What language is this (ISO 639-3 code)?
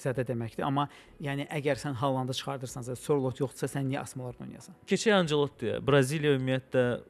aze